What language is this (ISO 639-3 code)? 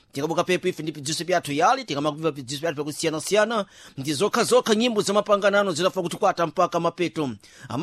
seh